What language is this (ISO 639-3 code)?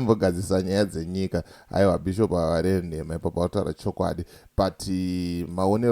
sna